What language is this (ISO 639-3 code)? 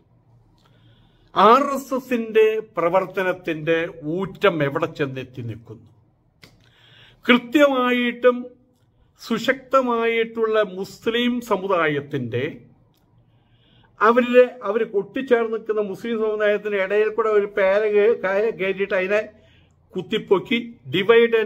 mal